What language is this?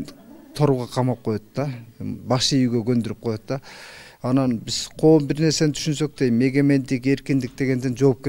Kyrgyz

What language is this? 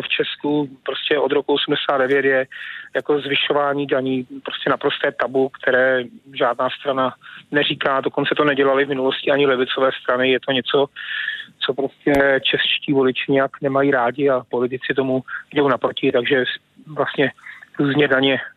Czech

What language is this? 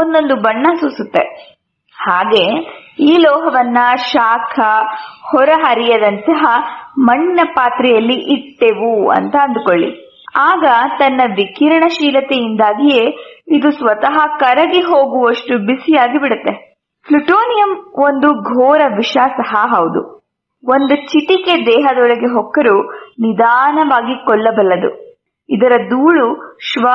Kannada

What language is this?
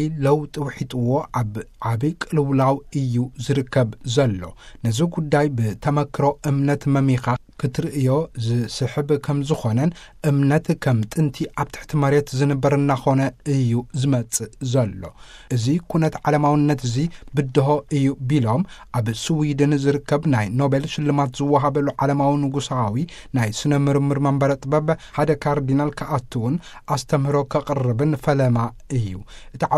Tigrinya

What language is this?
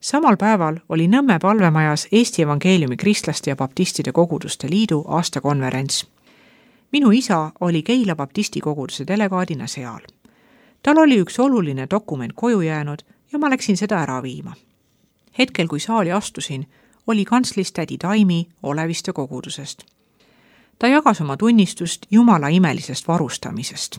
Estonian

